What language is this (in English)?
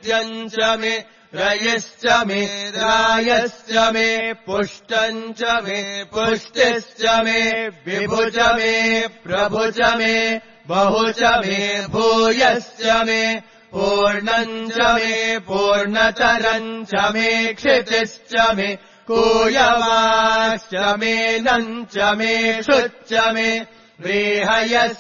Sanskrit